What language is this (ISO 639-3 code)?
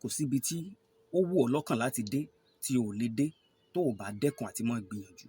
yor